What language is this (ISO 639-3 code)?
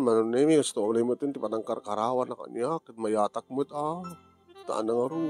ilo